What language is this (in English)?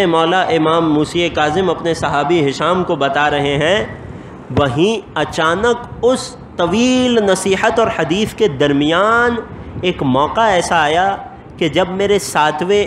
Urdu